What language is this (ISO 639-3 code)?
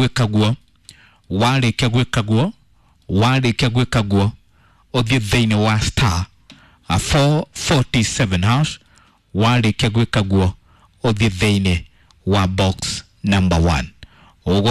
kik